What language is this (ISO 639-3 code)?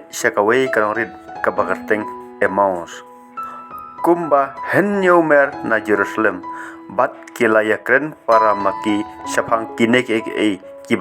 kha